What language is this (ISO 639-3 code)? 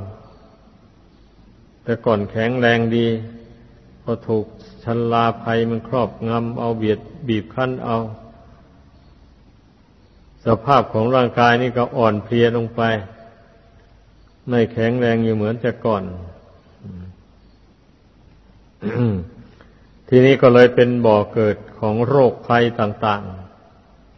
tha